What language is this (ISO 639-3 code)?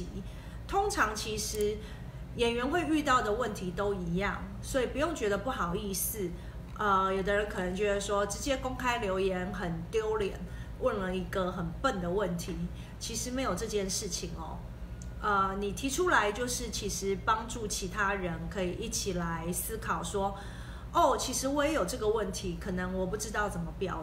zho